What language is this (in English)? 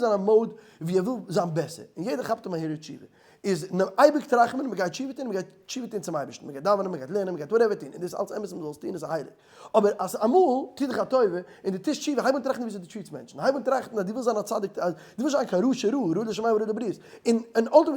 Yiddish